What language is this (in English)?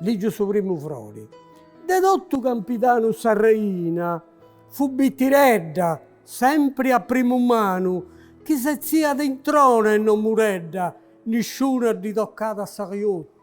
Sardinian